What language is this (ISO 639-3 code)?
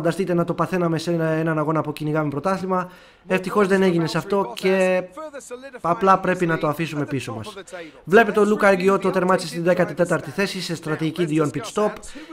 ell